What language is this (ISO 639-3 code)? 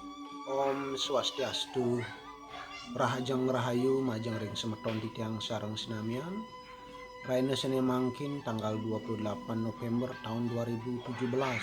ban